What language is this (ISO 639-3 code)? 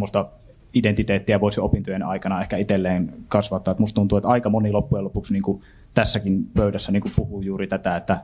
fin